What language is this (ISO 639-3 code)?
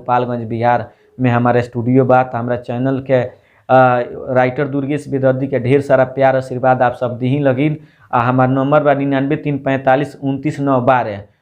bho